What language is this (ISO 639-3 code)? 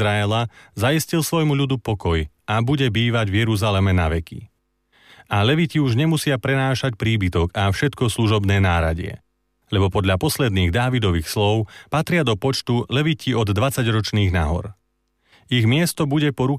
slk